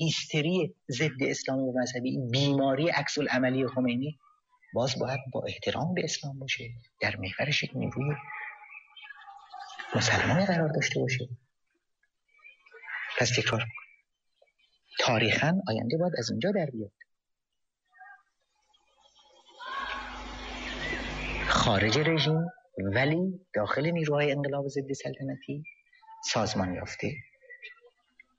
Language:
Persian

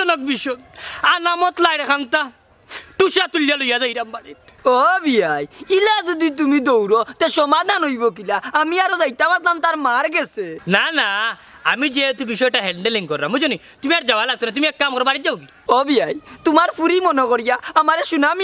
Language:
Sylheti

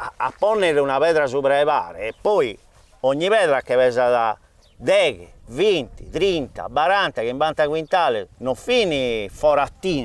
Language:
Sardinian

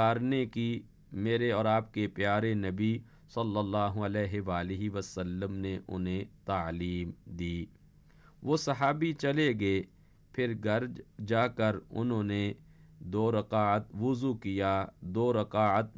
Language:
Urdu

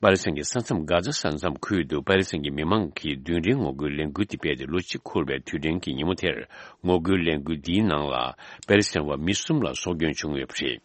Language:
Tibetan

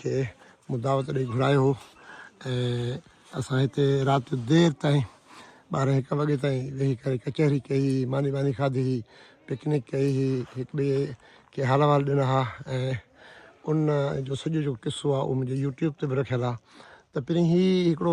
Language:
Sindhi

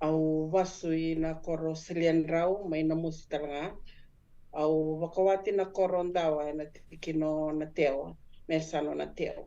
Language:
Fijian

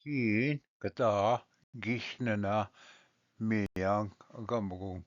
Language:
Ojibwa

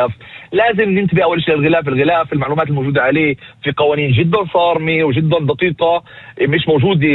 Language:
North Levantine Arabic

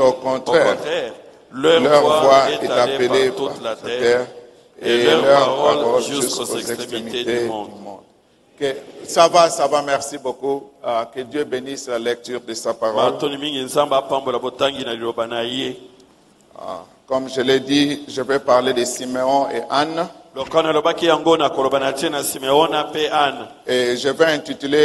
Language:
French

